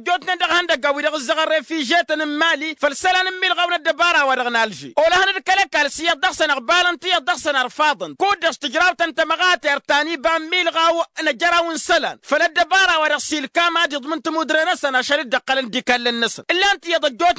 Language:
Tamasheq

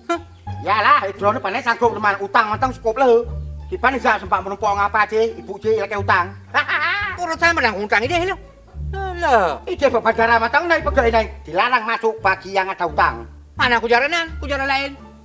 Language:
Achinese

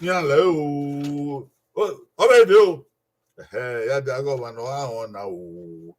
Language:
Bini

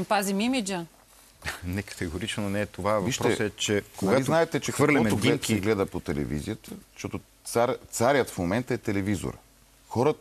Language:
Bulgarian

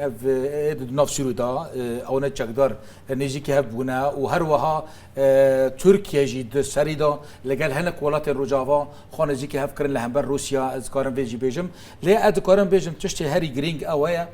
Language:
Kurdish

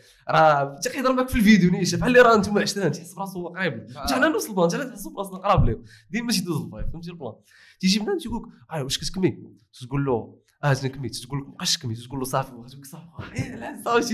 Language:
Moroccan Arabic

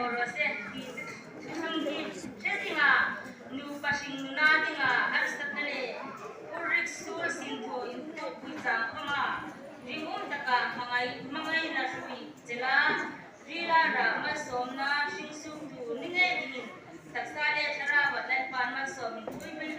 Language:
Hmar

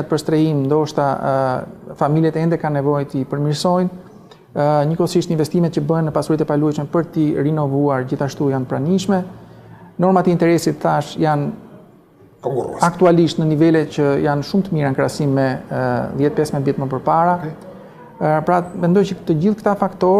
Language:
Albanian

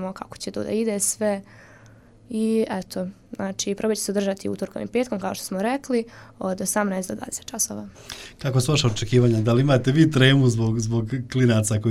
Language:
Serbian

